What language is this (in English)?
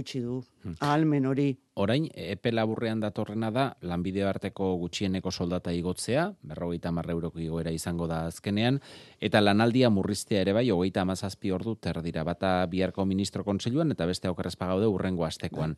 Basque